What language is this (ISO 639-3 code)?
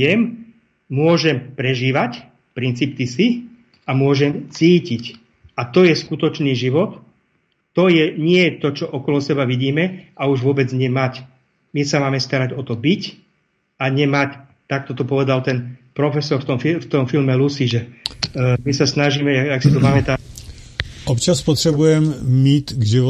slk